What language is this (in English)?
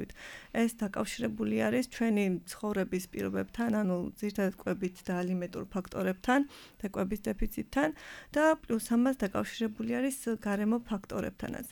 Georgian